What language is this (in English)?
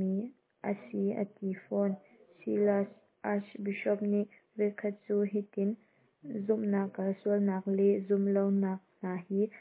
Hakha Chin